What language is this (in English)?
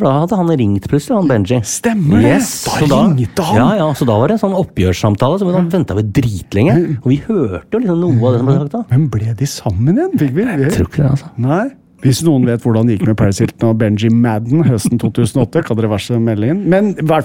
Norwegian